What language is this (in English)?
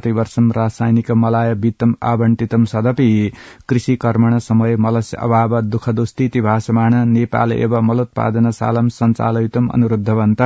Sanskrit